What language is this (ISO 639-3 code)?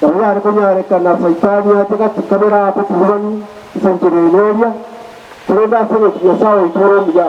guz